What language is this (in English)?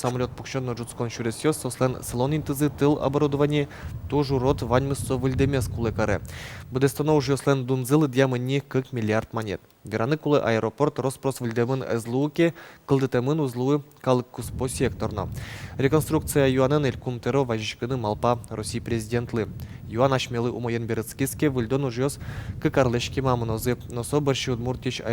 Udmurt